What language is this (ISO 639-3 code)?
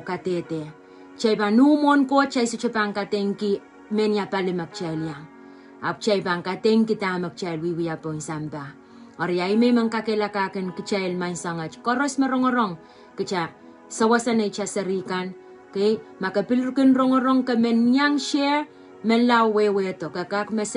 pon